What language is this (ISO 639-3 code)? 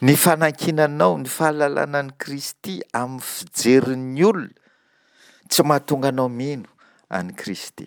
mlg